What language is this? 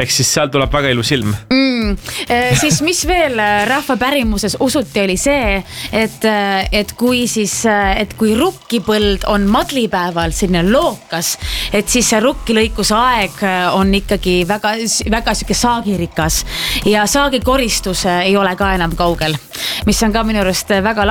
Estonian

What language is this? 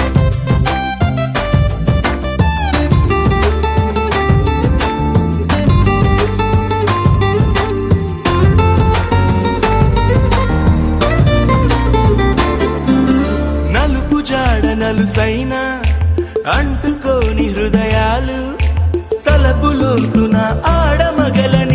Telugu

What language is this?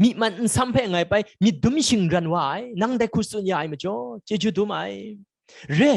Kachin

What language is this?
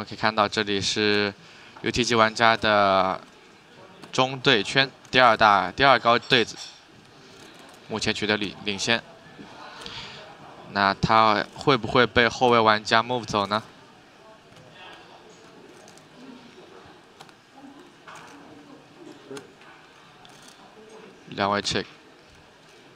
Chinese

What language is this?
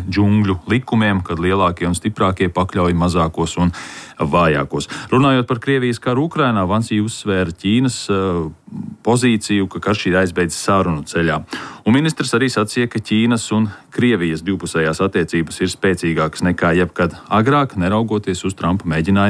Latvian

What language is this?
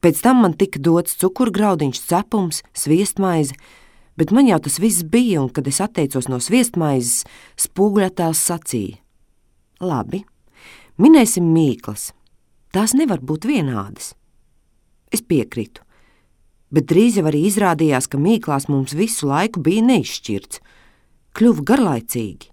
Latvian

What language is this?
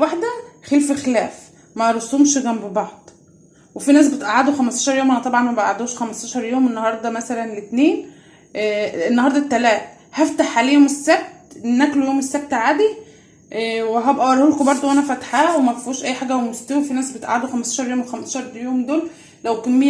Egyptian Arabic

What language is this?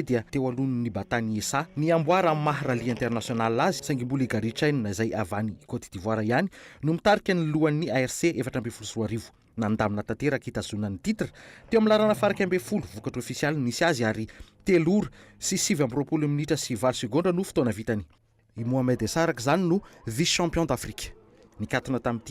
Malagasy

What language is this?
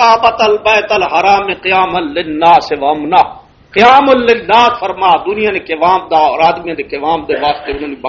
Western Panjabi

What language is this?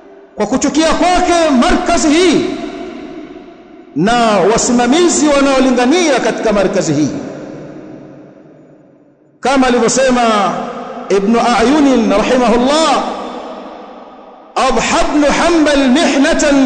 Swahili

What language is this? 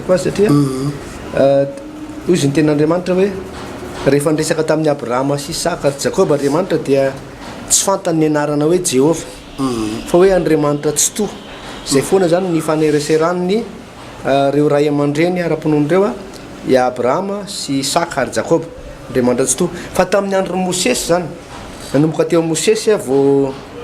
Malagasy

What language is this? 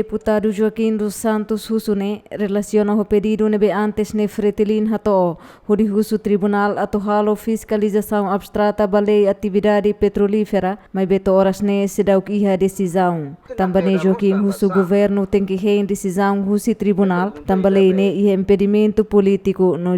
Tetum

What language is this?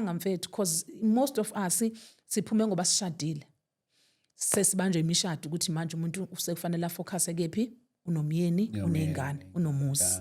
Zulu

